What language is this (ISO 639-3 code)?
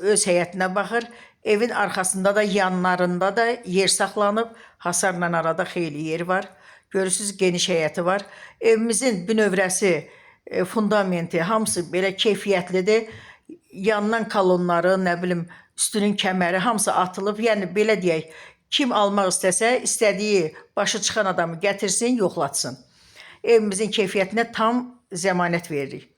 aze